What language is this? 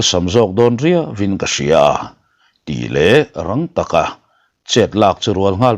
Mizo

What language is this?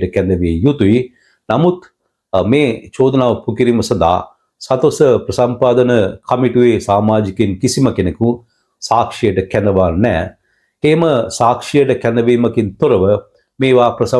Sinhala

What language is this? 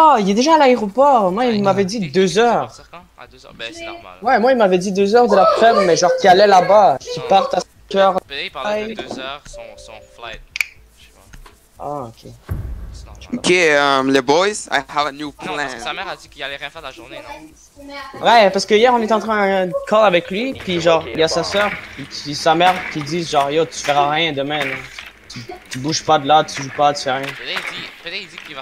French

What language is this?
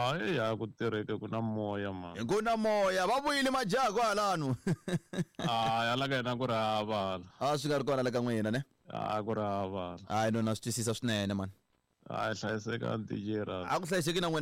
Tsonga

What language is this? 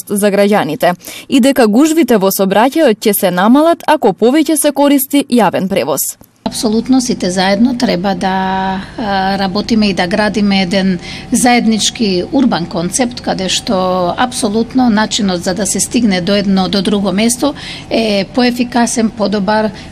Macedonian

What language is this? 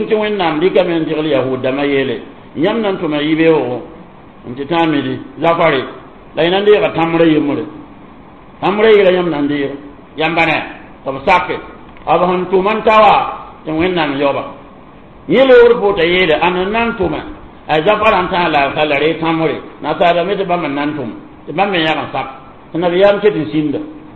Mossi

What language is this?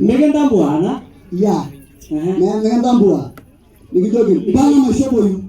Masai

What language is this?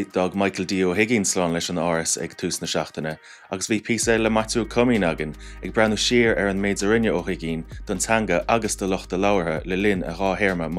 Irish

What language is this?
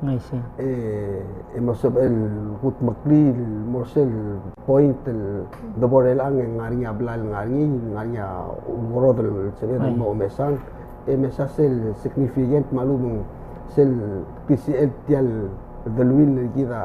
Palauan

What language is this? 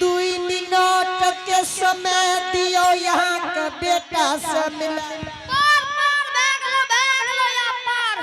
Angika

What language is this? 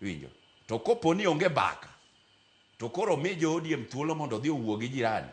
Luo (Kenya and Tanzania)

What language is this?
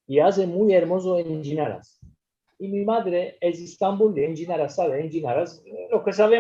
Ladino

